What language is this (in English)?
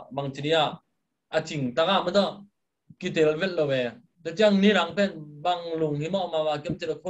Tedim Chin